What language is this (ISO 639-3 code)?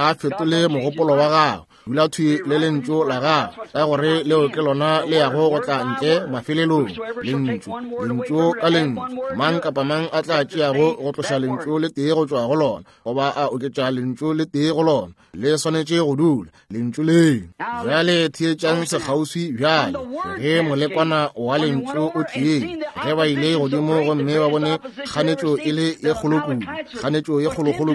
nso